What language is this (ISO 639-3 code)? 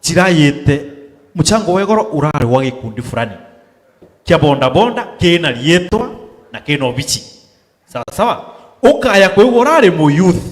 mer